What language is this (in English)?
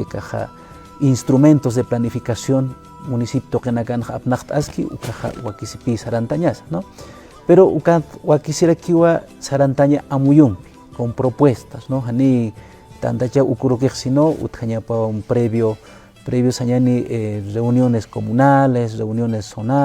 Aymara